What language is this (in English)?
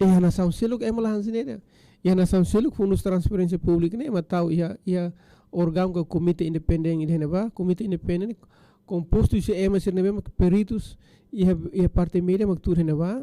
Tetum